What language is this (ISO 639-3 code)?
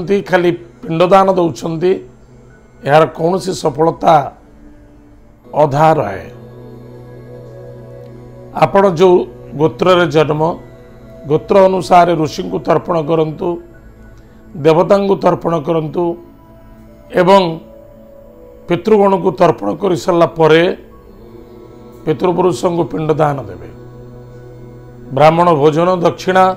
ori